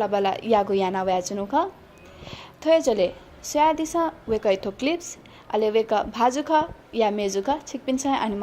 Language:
Newari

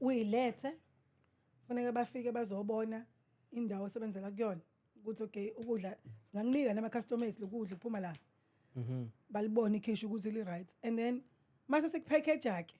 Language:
Zulu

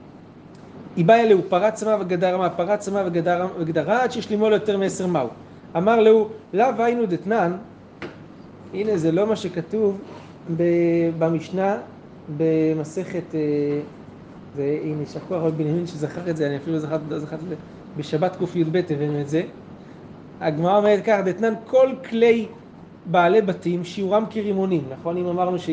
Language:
Hebrew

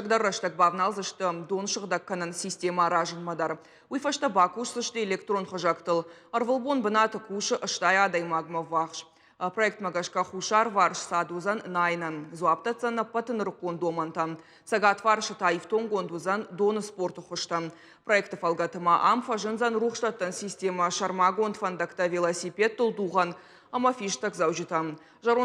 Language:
Ossetic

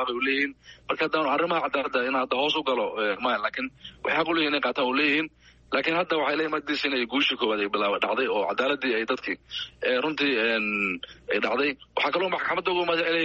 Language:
Somali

